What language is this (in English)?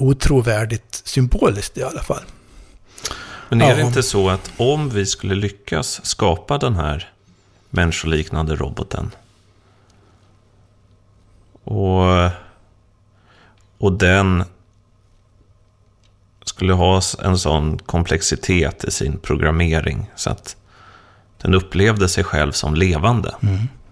Swedish